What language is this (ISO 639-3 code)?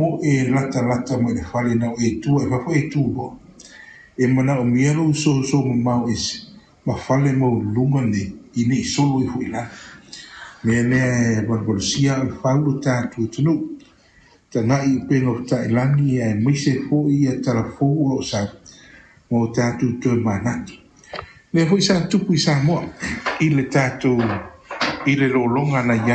smo